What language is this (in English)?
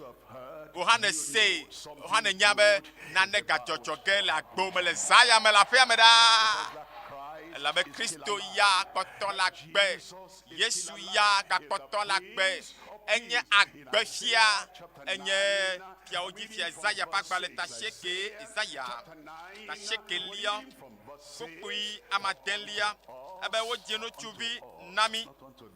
Ewe